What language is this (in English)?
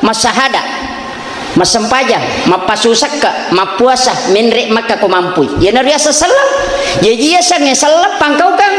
Buginese